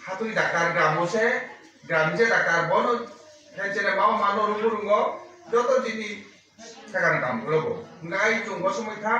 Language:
Kok Borok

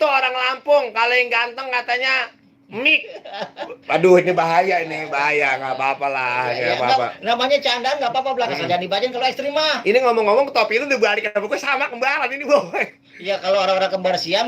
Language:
Betawi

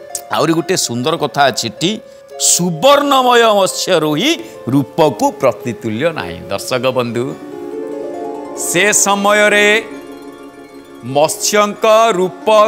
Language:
Odia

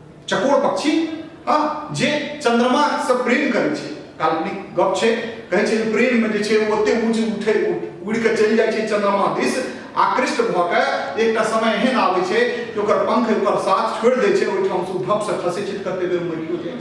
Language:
Maithili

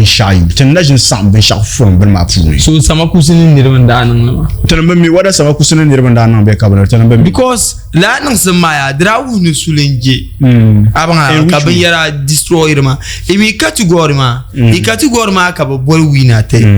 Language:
Dagbani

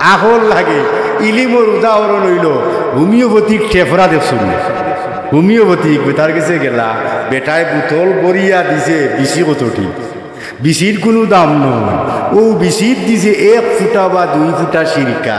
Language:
Sylheti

